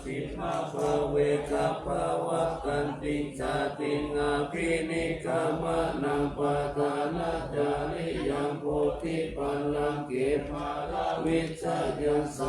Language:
Pali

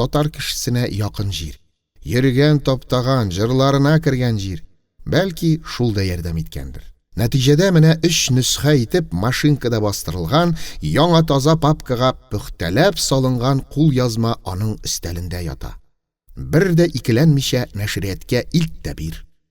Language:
Tatar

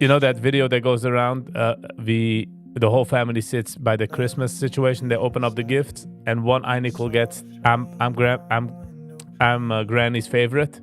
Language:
Yiddish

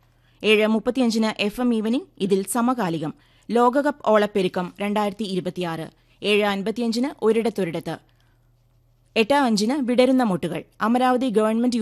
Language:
Malayalam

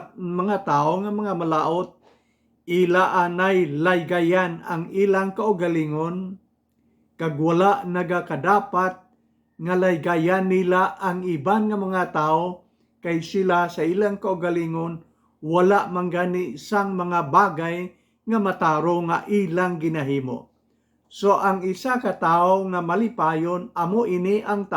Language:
Hiligaynon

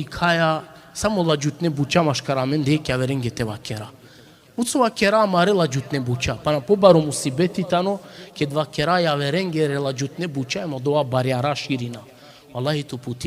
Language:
Balkan Romani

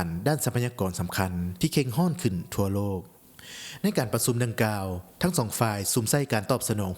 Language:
Lao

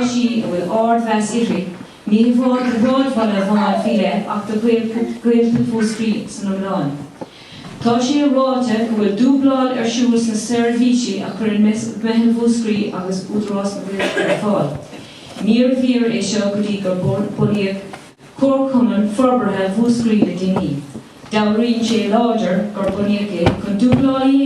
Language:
Irish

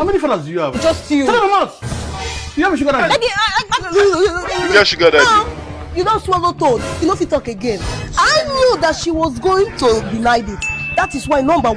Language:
Nigerian Pidgin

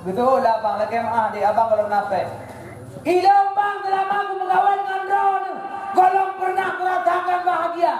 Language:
Achinese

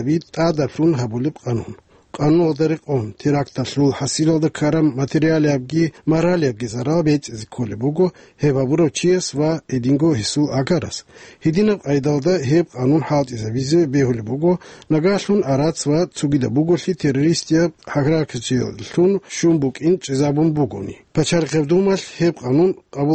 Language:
Avaric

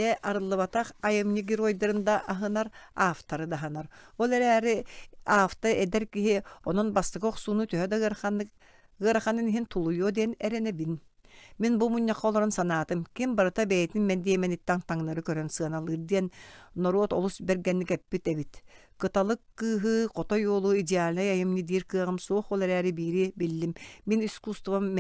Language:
Yakut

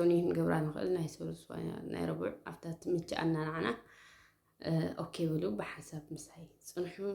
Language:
Tigrinya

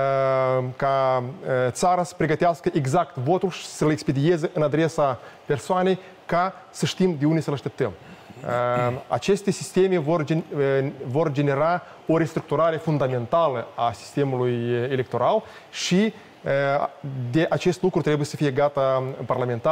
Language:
Romanian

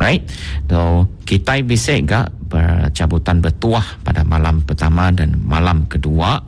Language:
Iban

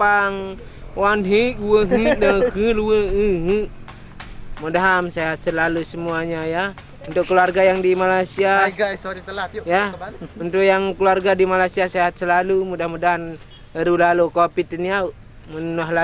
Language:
Sasak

